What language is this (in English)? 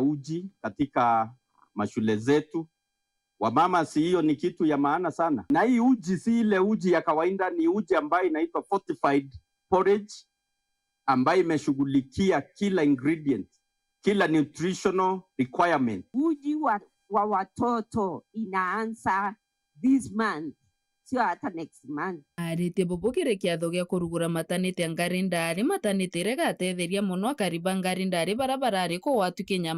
Meru